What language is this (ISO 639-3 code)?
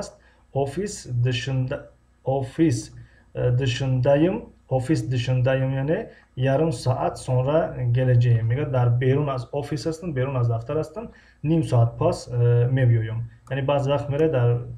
tgk